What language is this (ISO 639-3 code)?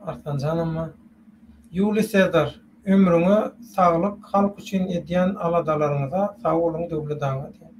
tuk